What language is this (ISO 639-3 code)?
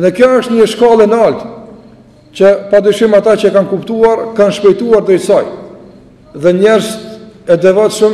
sqi